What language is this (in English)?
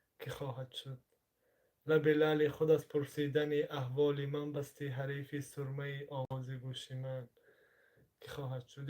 Tajik